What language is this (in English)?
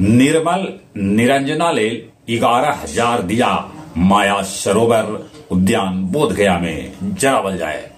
Magahi